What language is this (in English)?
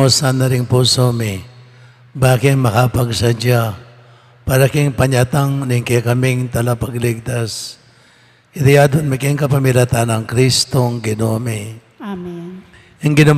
Pampanga